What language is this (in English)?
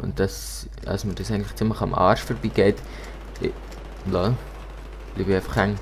Swiss German